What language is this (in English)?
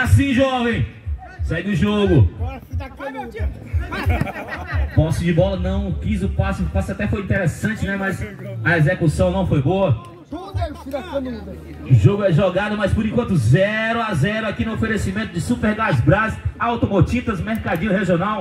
Portuguese